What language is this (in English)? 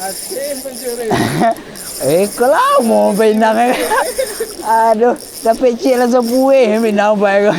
Minangkabau